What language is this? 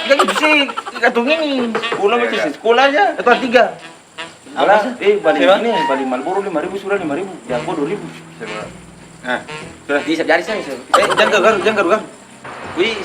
Ambonese Malay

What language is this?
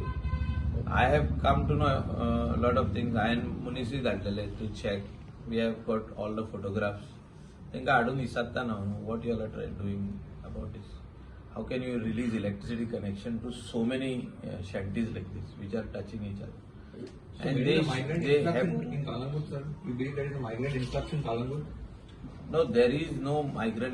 Konkani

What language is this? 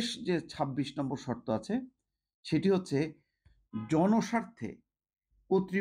Bangla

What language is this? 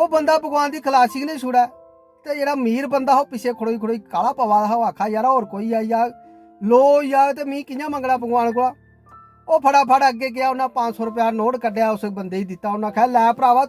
Dogri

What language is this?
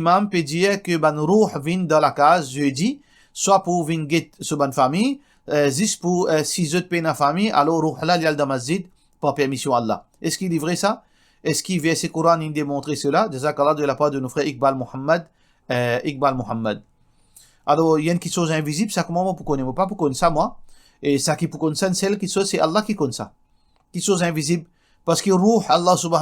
Morisyen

